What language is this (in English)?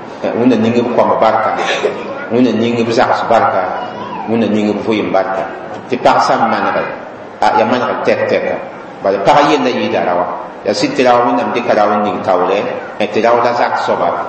Mossi